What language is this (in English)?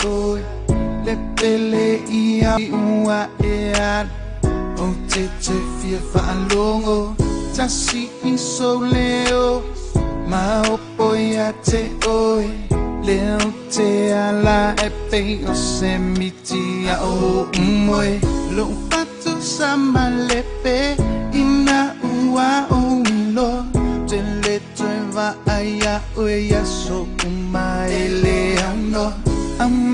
Samoan